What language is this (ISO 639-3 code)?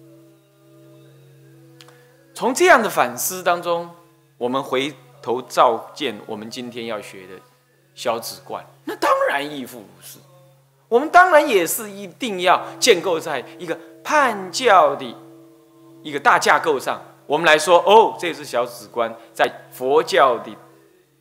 zho